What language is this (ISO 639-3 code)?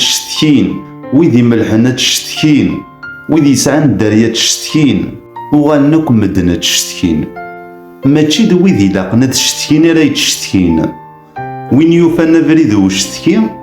kab